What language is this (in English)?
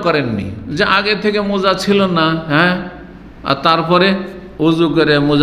Bangla